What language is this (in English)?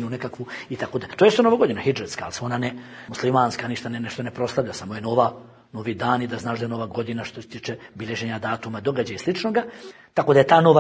Bosnian